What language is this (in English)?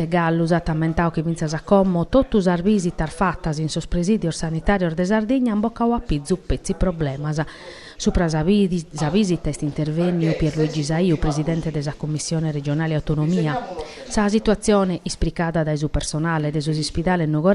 Sardinian